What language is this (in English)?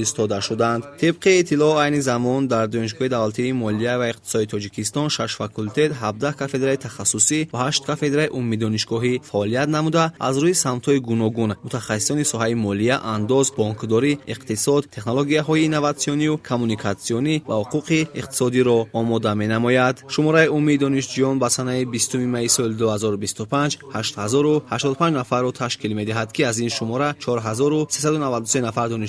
Tajik